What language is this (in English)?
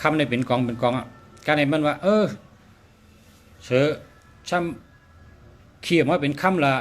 Shan